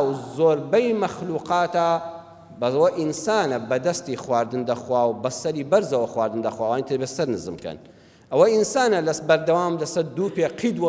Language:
Central Kurdish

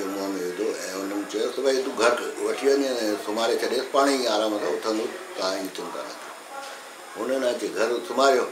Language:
Sindhi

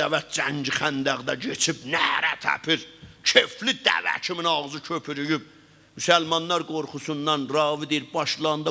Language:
South Azerbaijani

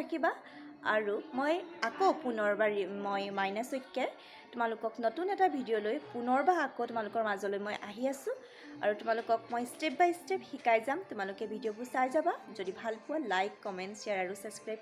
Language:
Assamese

